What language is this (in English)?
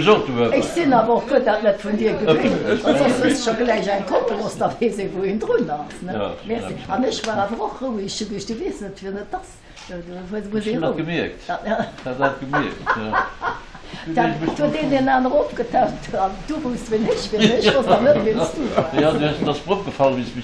Luxembourgish